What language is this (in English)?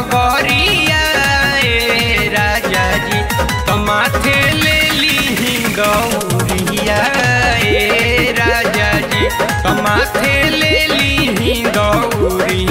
Bhojpuri